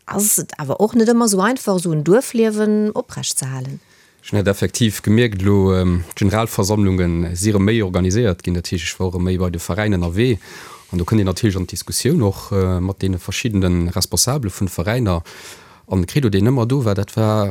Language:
Luxembourgish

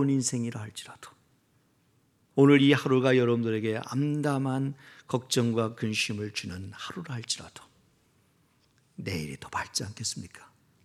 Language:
Korean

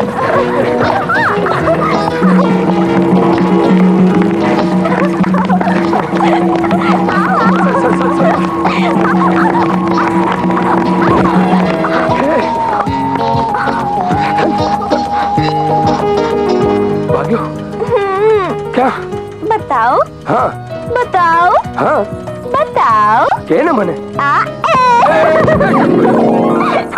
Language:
Gujarati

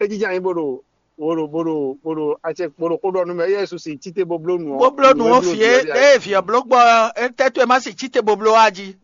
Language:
Fon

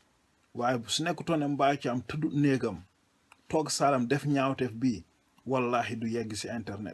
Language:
Wolof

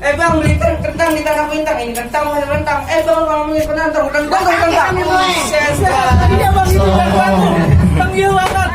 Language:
Betawi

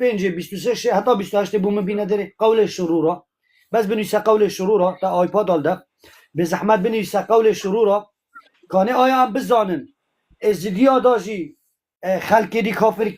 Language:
Kurdish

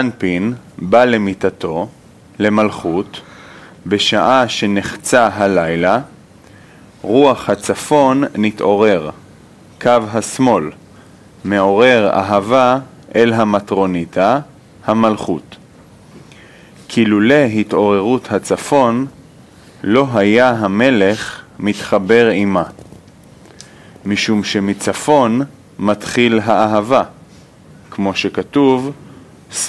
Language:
Hebrew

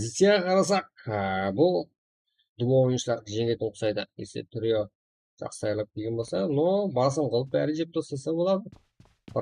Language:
Kara-Kalpak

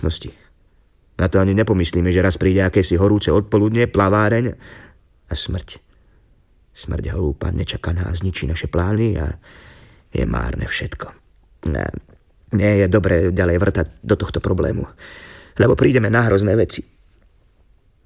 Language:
Slovak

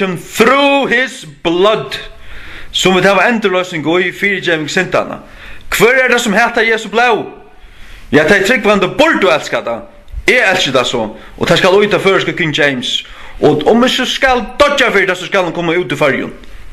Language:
Faroese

